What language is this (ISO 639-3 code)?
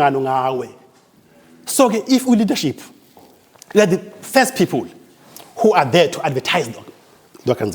zul